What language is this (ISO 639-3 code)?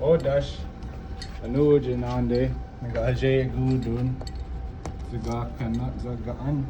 ciw